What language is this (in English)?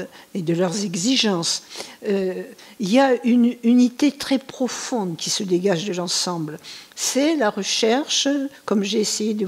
French